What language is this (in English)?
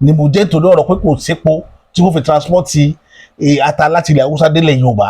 Yoruba